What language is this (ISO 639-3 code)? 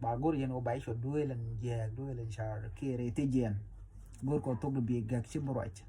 nus